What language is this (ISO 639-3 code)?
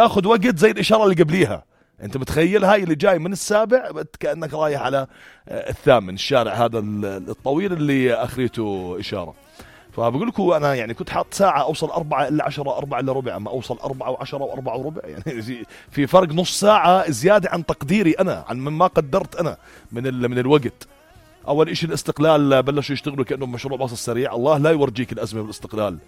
apc